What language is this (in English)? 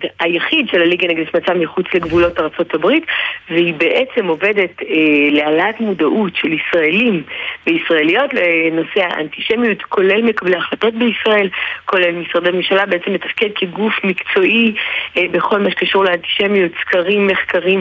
Hebrew